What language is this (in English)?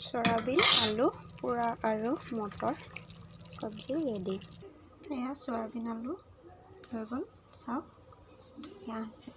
Assamese